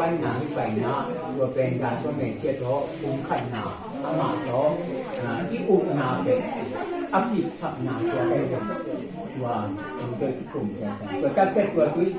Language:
Tedim Chin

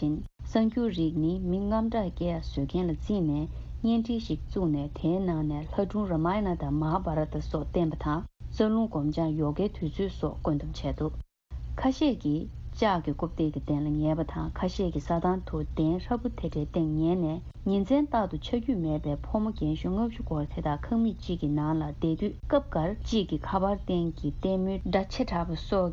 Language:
Tibetan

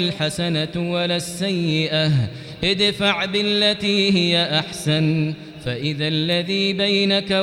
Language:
Arabic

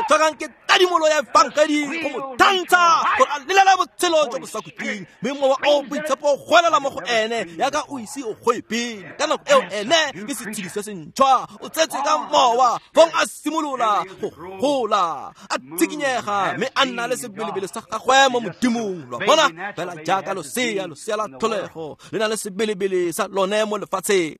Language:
Tswana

